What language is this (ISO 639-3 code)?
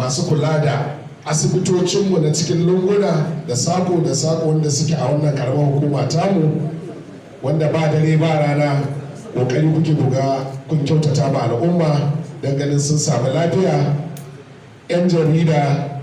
hau